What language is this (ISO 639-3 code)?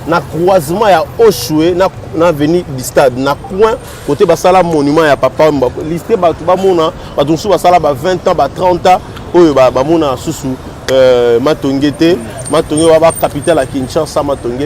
lin